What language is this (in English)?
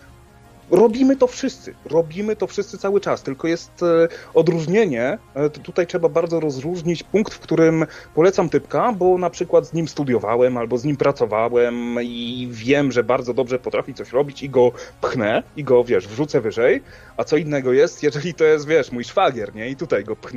Polish